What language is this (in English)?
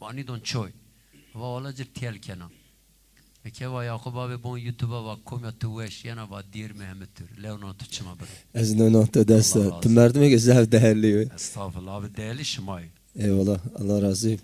Zaza